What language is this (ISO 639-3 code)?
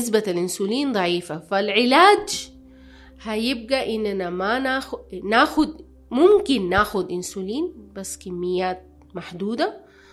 apd